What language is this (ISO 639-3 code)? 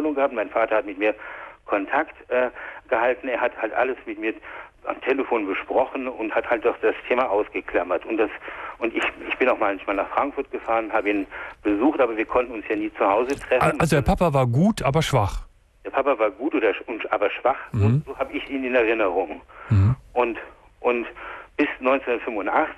deu